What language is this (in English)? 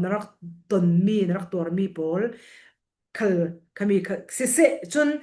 Falam Chin